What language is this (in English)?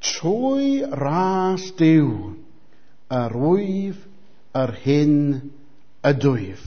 Welsh